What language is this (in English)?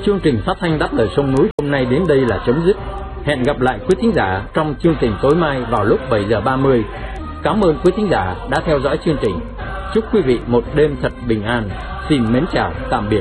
Vietnamese